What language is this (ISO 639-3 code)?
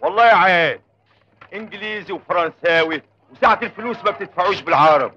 arz